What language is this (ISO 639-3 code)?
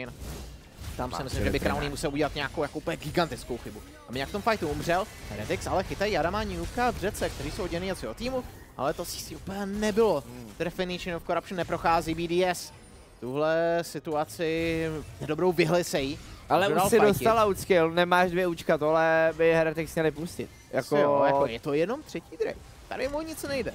ces